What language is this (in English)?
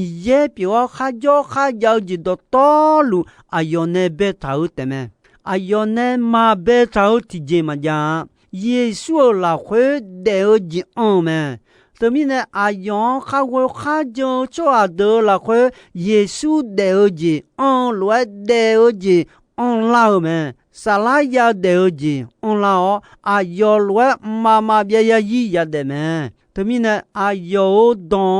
Akha